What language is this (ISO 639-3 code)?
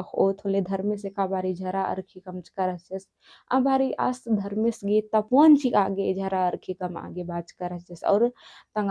kru